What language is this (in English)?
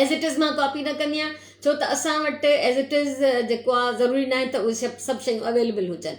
Sindhi